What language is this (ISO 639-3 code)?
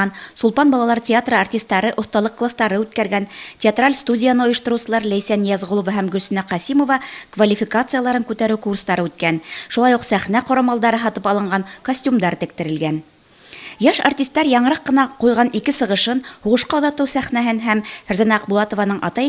bak